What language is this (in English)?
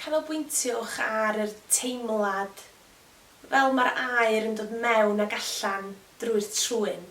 Welsh